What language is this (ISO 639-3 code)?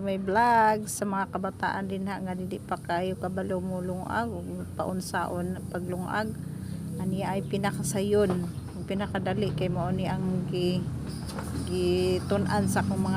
ceb